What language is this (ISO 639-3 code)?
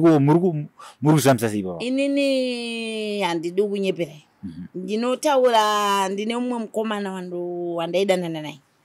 sna